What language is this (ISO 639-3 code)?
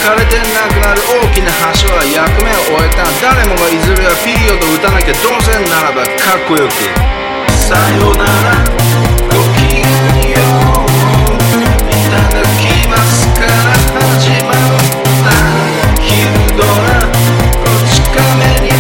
jpn